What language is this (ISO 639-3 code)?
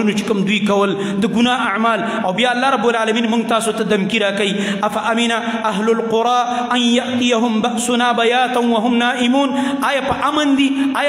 pus